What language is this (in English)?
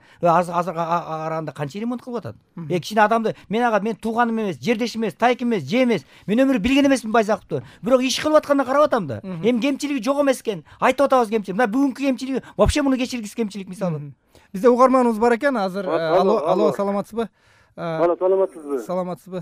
Kyrgyz